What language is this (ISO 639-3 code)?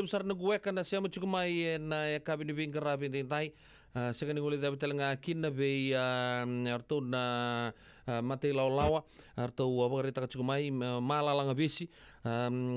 fij